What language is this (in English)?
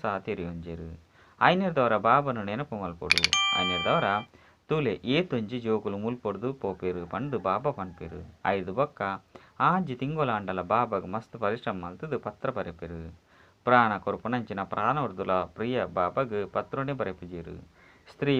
Tulu